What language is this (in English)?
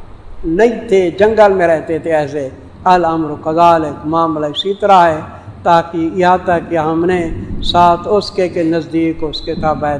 Urdu